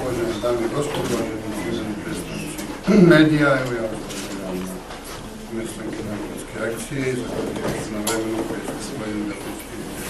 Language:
Bosnian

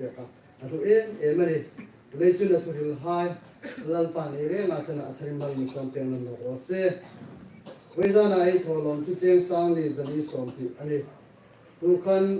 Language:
Hmar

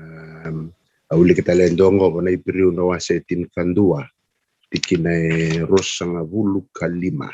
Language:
Fijian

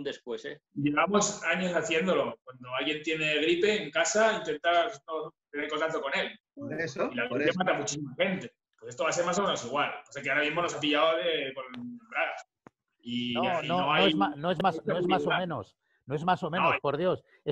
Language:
Spanish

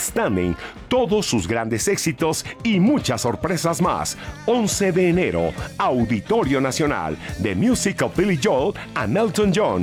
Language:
Spanish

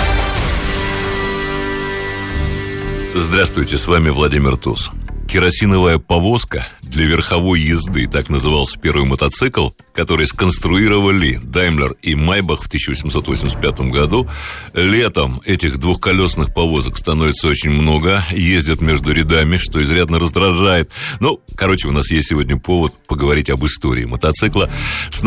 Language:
Russian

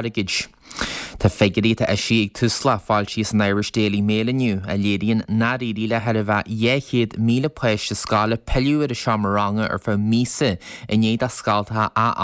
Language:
Irish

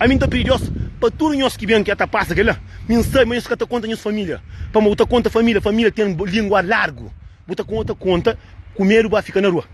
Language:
Kabuverdianu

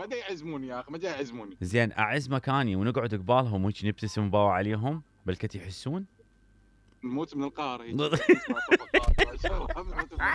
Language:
Mesopotamian Arabic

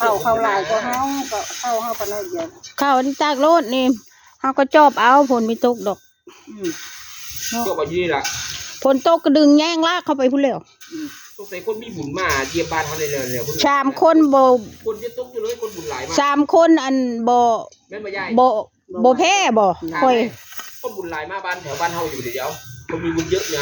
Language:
Northeastern Thai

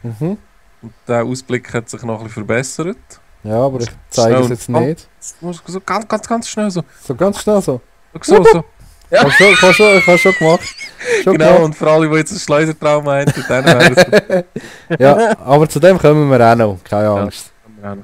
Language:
Swiss German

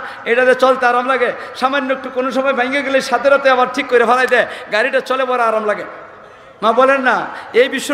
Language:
Sylheti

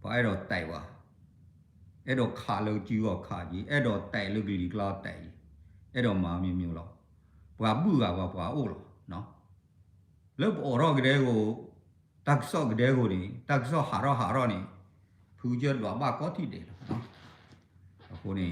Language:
S'gaw Karen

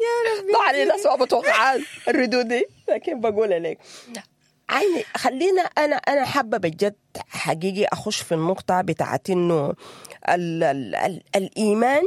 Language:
Sudanese Arabic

